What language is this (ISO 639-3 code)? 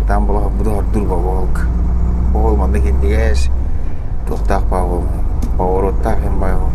sah